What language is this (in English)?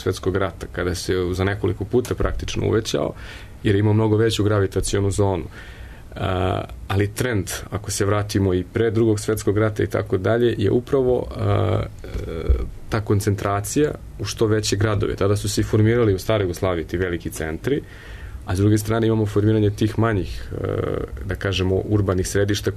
Serbian